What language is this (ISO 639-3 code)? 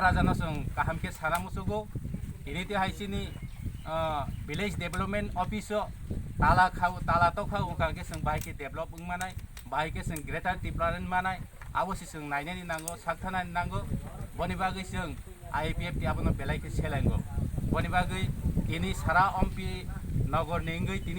trp